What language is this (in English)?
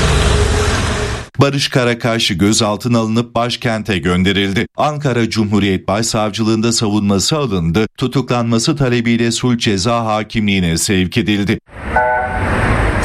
Turkish